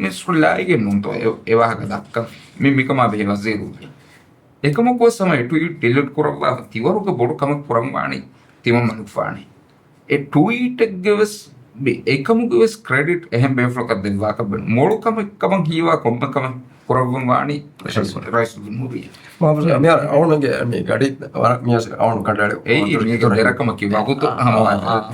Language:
Divehi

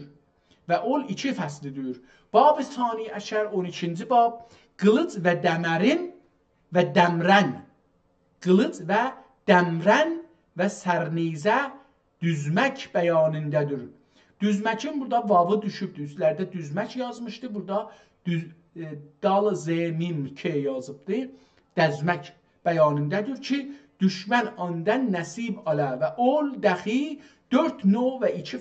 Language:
South Azerbaijani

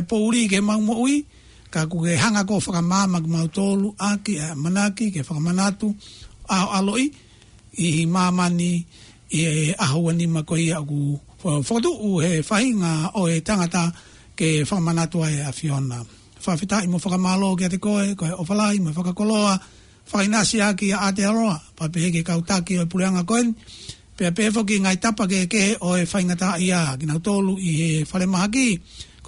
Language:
Tongan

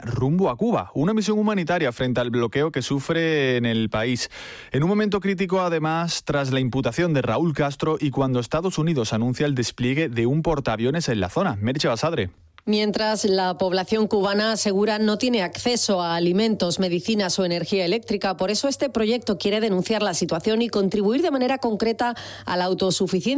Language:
Spanish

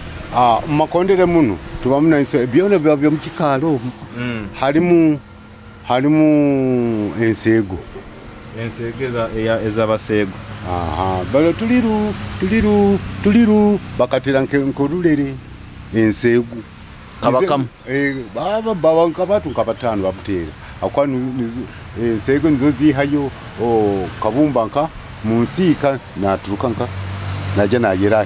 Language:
Nyoro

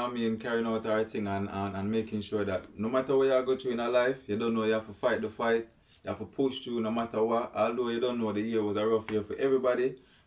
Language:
Jamaican Creole English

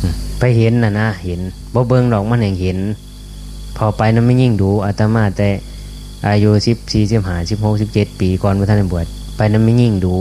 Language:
Northeastern Thai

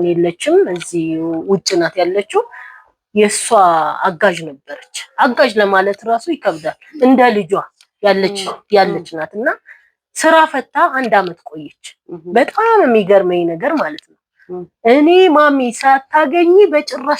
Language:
Amharic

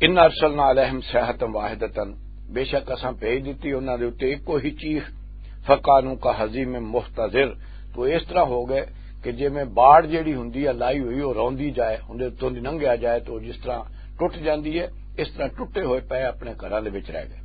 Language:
Western Panjabi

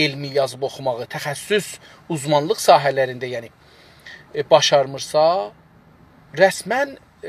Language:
South Azerbaijani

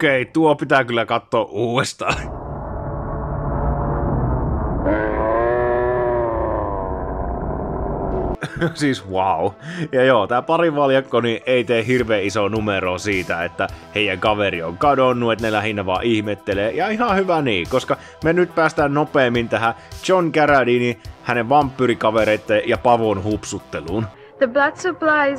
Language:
Finnish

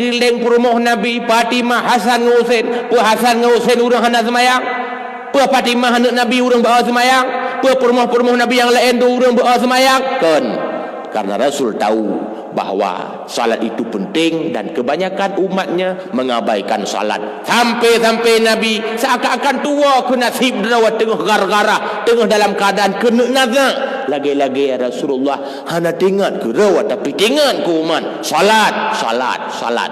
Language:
Achinese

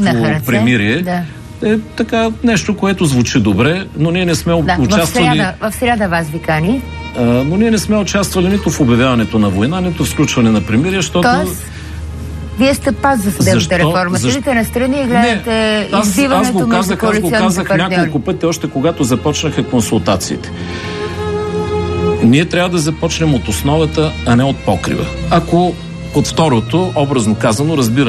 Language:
Bulgarian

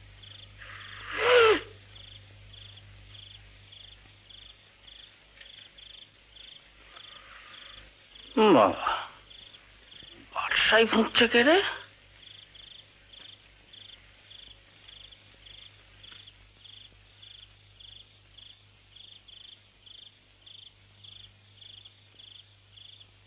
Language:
Bangla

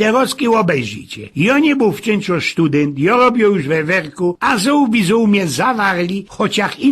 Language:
Silesian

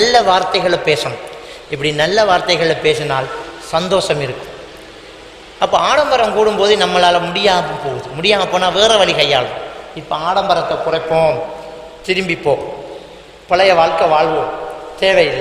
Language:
Tamil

